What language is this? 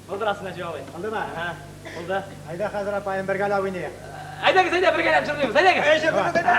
Tatar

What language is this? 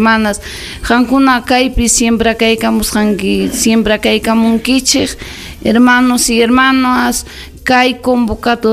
Ayacucho Quechua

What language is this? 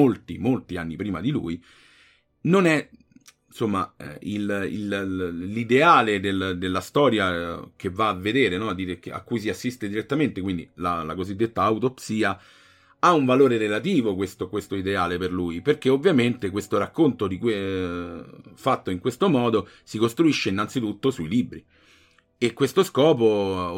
Italian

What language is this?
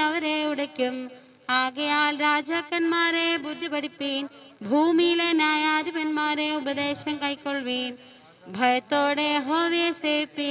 Malayalam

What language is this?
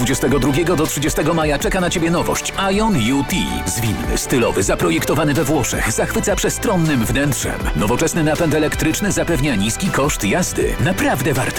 Polish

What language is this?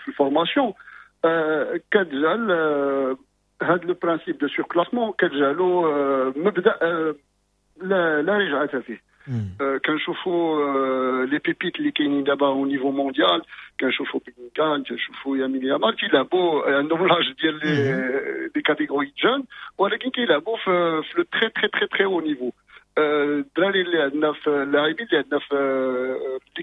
Moroccan Arabic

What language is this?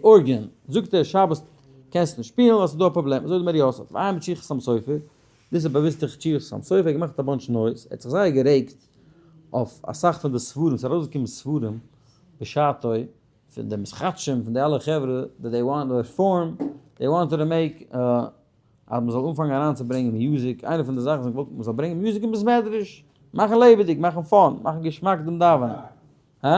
Yiddish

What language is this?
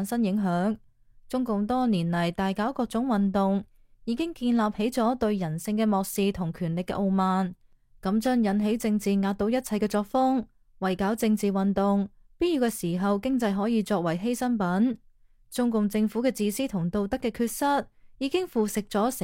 Cantonese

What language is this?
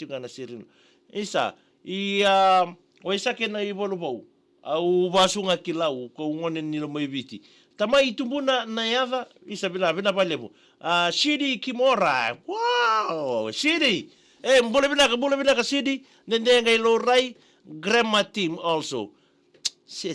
Fijian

